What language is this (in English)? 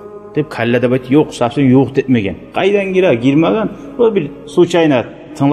Kumyk